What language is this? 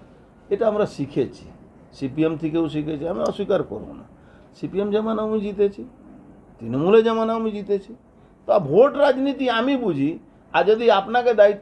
Bangla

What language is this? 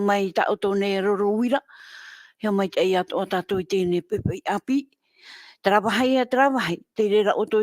Tahitian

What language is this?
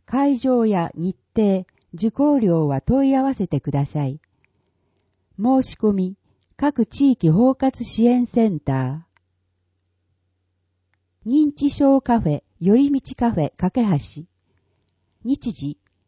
Japanese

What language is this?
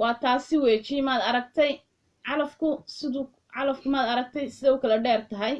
Somali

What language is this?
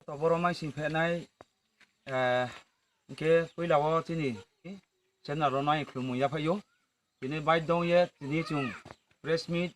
Riang (India)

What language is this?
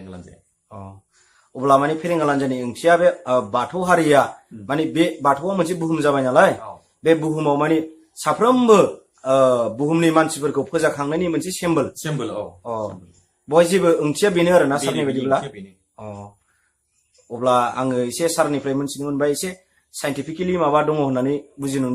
Bodo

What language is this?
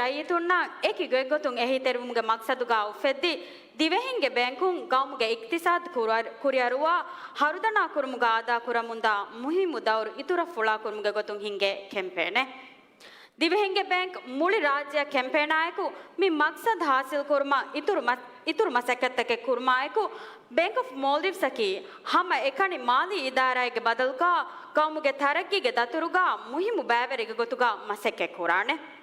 Divehi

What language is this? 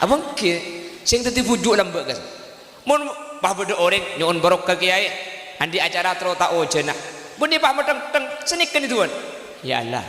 Madurese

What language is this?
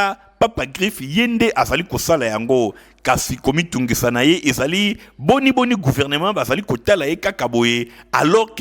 Lingala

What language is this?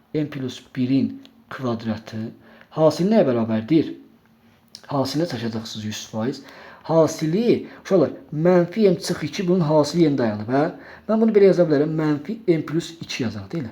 Azerbaijani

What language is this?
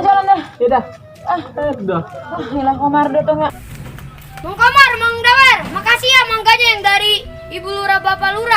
Betawi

